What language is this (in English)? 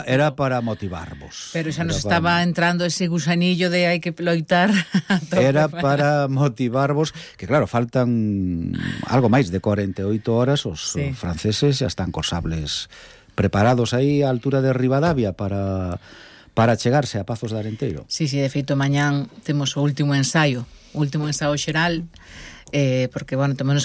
Galician